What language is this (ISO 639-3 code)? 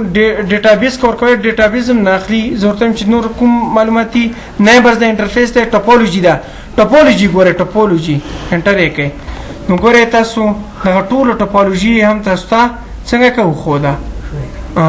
pus